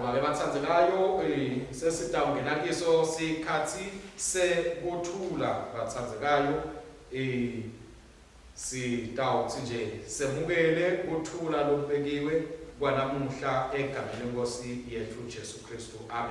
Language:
Swati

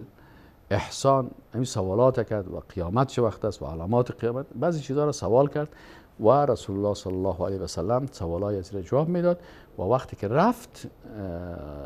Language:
Persian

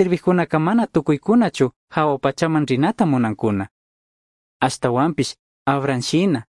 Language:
Chimborazo Highland Quichua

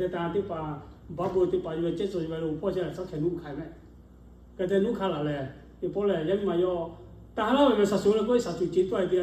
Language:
Lahu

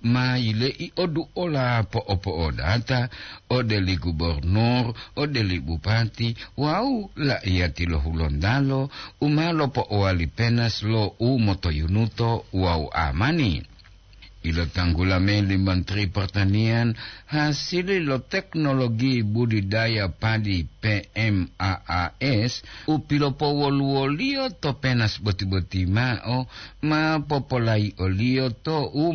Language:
Gorontalo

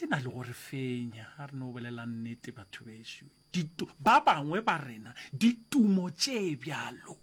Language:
Northern Sotho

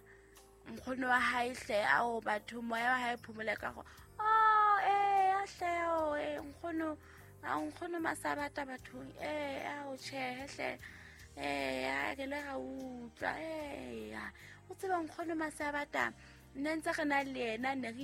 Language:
Southern Sotho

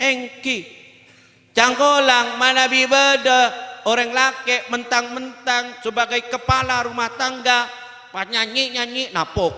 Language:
Madurese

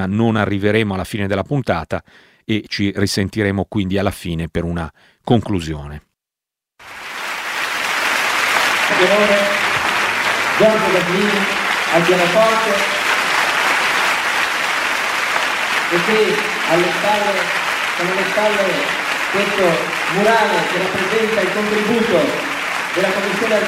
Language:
Italian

